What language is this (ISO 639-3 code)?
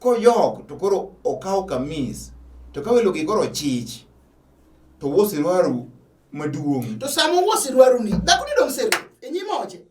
luo